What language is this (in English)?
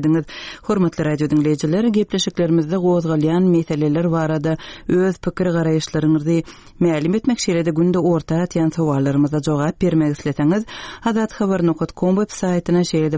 Turkmen